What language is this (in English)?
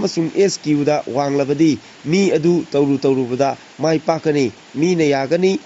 Manipuri